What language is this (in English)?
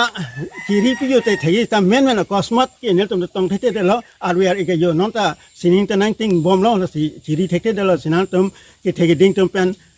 Karbi